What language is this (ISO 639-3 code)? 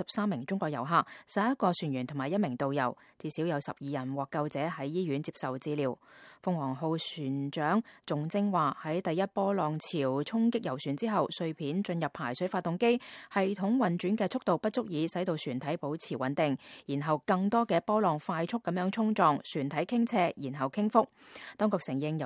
yue